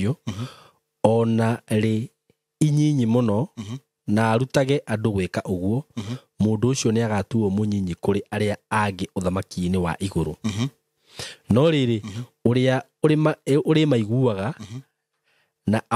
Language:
Kikuyu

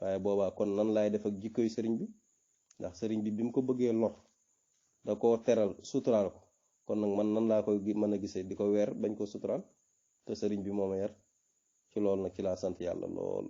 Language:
Wolof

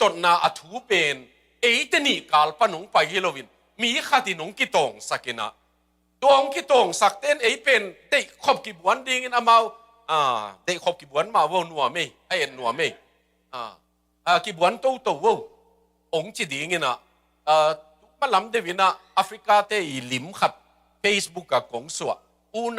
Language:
Tedim Chin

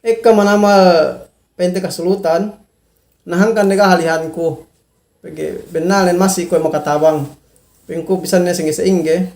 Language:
Yakan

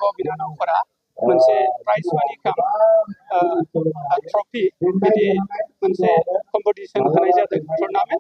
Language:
Bodo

